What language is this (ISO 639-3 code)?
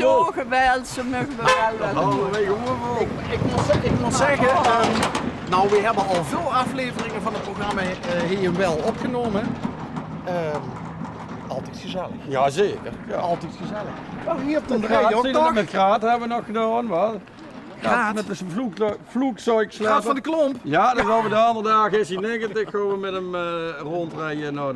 lim